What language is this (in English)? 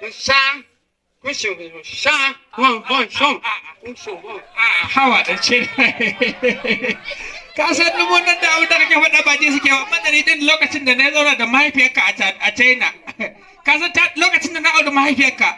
Hausa